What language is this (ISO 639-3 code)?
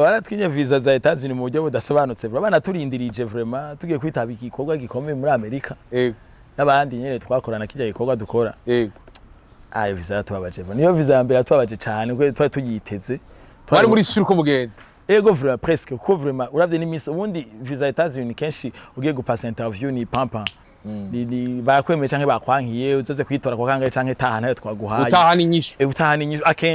run